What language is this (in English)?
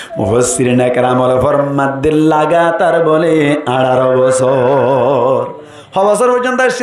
Rohingya